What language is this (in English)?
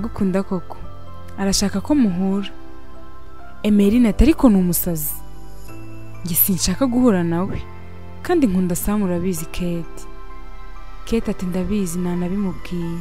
Kinyarwanda